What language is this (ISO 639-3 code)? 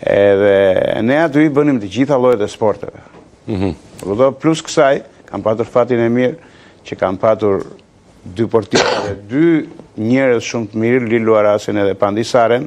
sqi